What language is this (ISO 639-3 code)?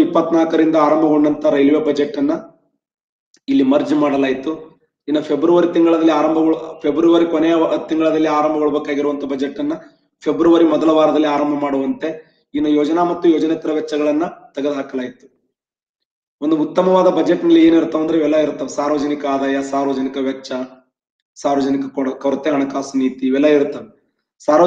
kan